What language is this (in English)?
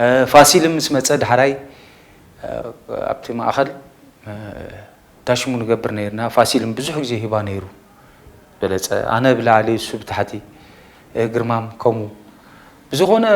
Tigrinya